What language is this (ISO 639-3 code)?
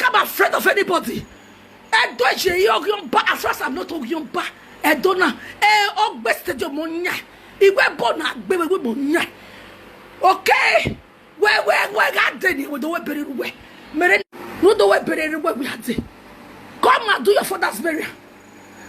pcm